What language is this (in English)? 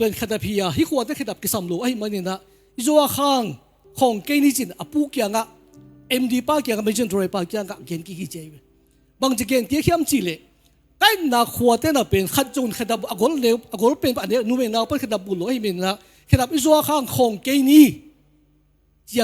Tedim Chin